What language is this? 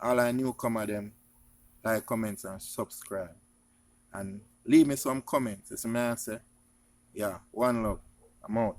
Jamaican Creole English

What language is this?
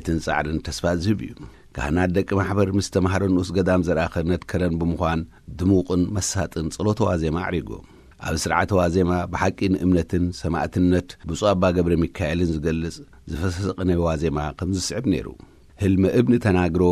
Tigrinya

